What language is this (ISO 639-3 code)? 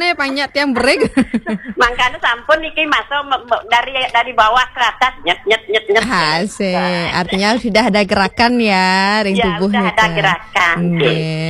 ban